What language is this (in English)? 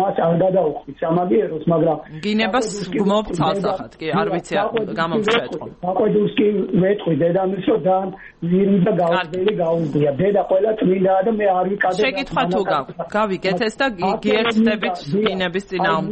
Georgian